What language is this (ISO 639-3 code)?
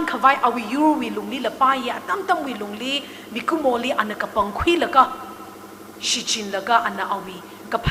nmf